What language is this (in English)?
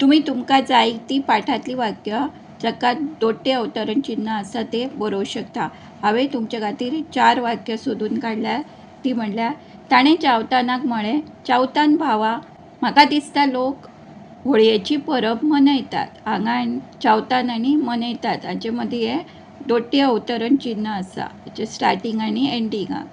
Konkani